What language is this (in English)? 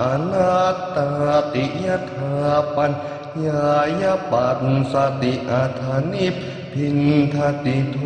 Pali